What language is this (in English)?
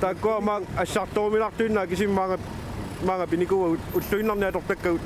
Kalaallisut